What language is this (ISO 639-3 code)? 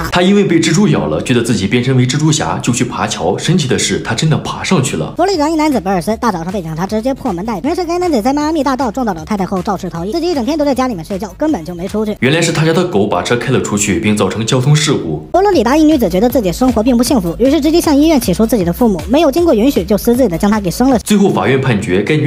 zho